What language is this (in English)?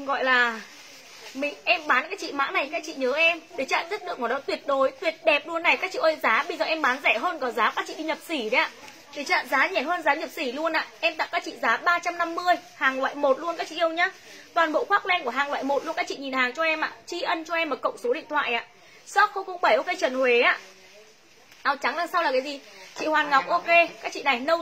Vietnamese